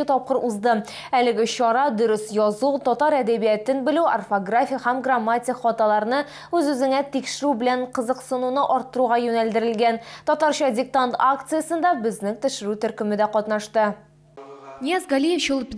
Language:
Tatar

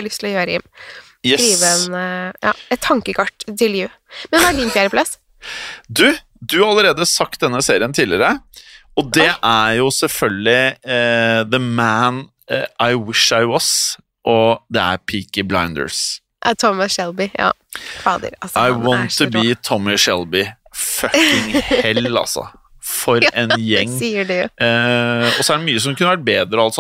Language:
Norwegian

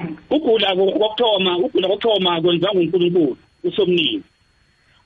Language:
South Ndebele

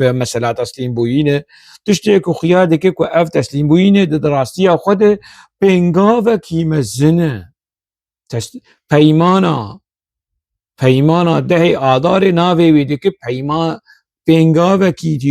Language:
Kurdish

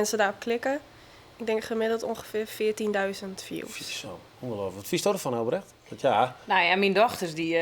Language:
Western Frisian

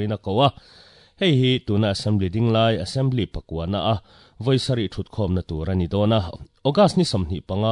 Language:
Mizo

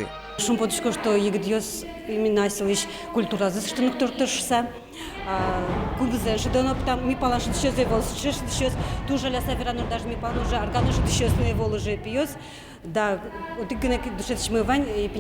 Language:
Udmurt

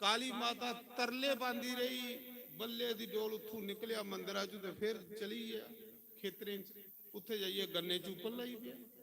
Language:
Dogri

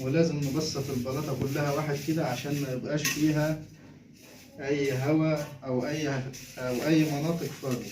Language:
Egyptian Arabic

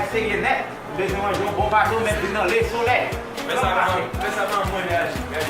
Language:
Haitian Creole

